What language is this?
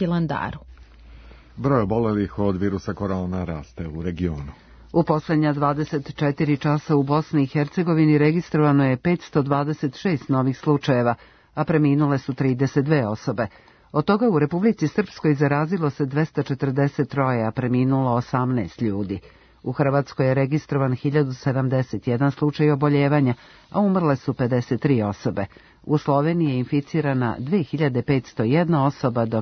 Serbian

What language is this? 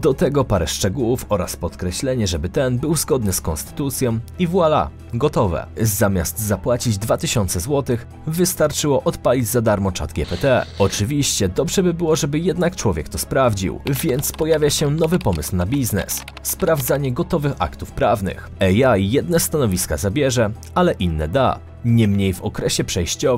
Polish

